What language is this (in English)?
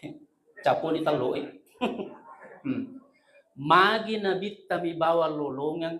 Buginese